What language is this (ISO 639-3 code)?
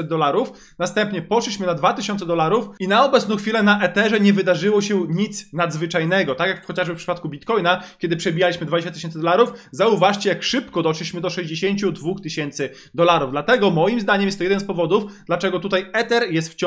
pol